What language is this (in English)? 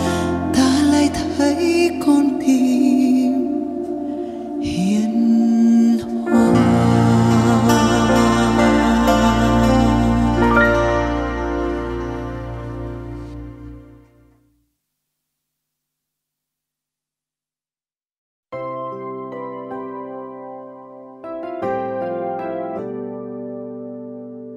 Vietnamese